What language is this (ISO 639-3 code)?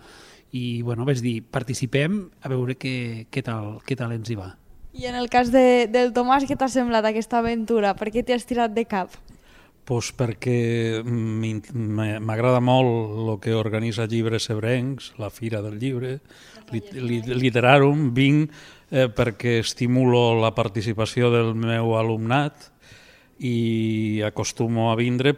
cat